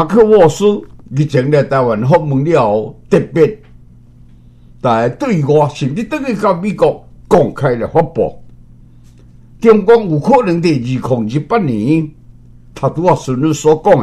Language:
Min Nan Chinese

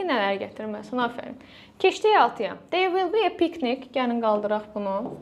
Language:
Azerbaijani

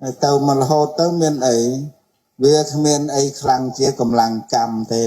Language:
Khmer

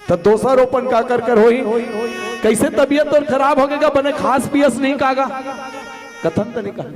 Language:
Chhattisgarhi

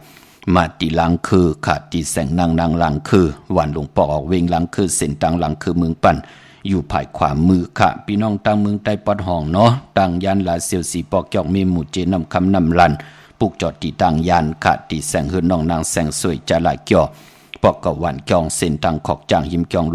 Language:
Shan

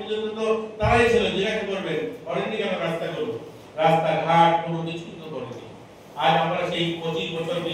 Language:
Kok Borok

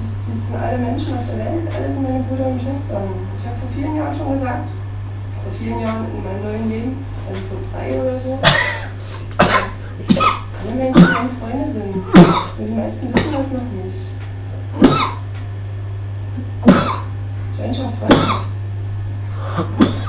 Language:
German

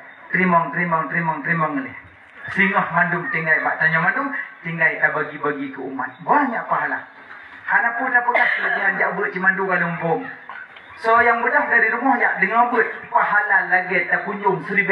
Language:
Achinese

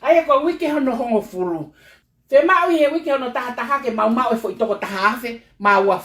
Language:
Tongan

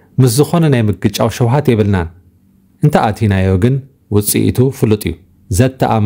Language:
Tigrinya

